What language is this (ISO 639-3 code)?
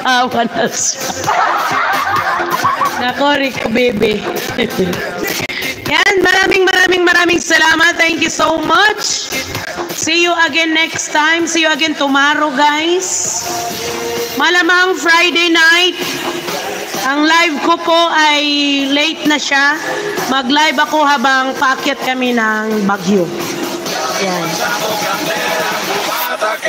fil